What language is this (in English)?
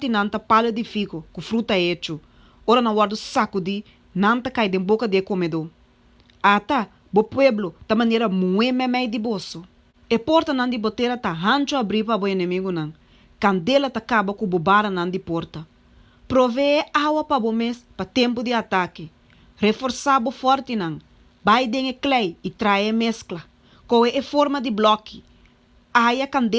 Papiamento